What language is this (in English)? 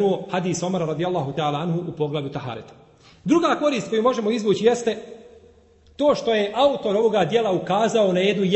Bosnian